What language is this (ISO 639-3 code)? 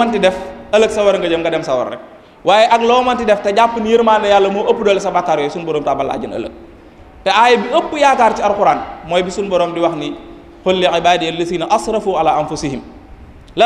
wol